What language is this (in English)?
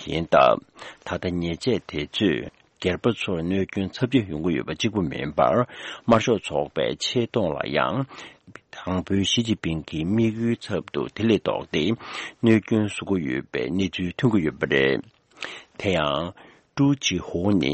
Tibetan